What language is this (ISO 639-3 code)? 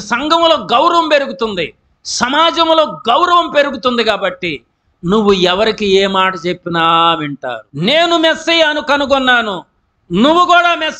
tel